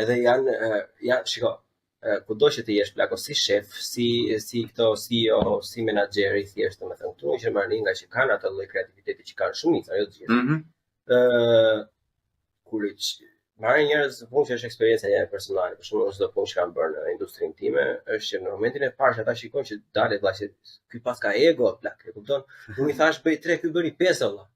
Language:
Albanian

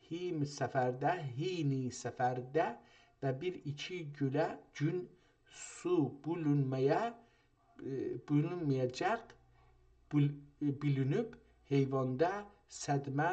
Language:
South Azerbaijani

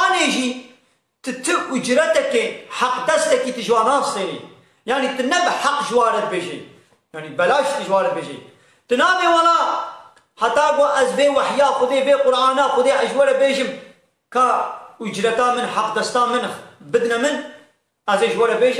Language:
Kurdish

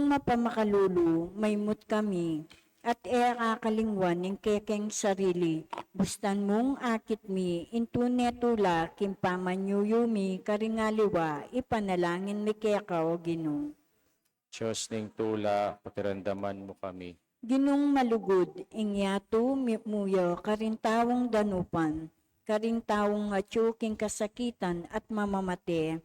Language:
Pampanga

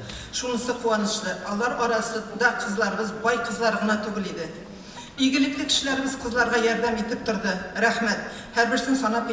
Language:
Tatar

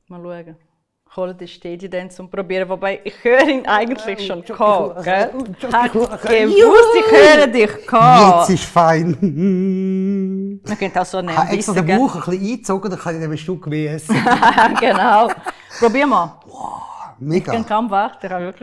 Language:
Swiss German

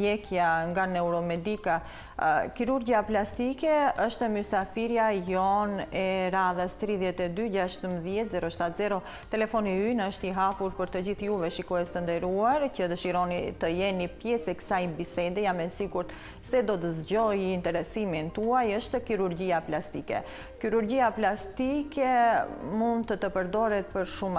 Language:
Macedonian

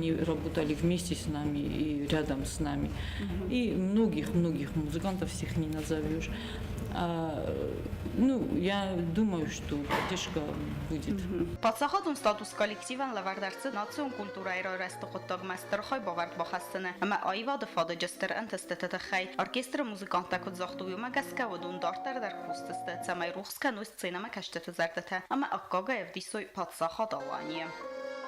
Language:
Ossetic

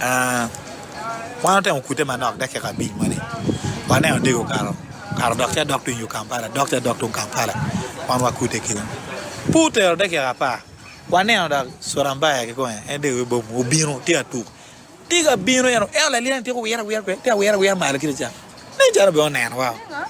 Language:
Acoli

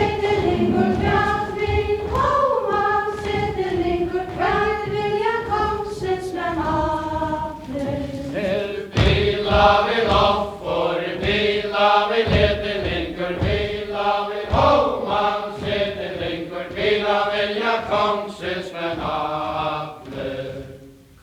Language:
Faroese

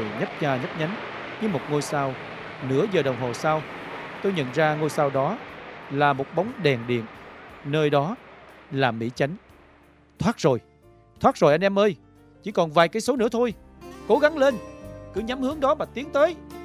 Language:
Vietnamese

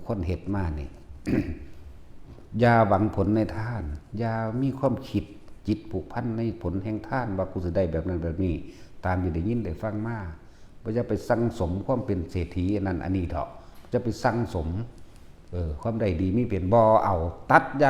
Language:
Lao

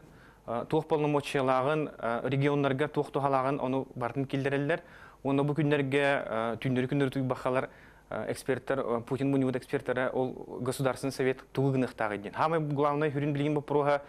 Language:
Yakut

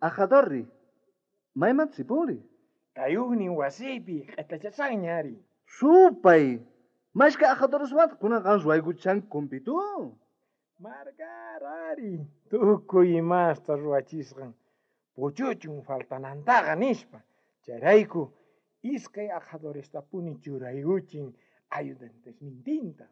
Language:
South Bolivian Quechua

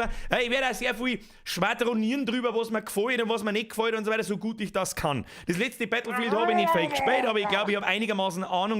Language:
Bavarian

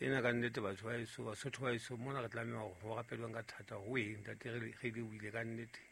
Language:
Southern Sotho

